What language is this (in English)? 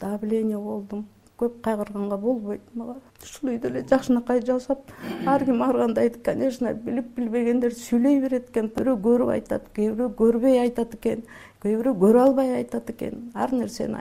Kyrgyz